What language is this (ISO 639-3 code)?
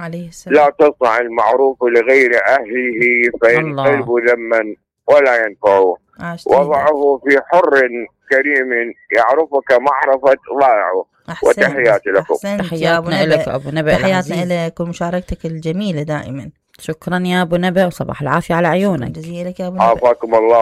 acm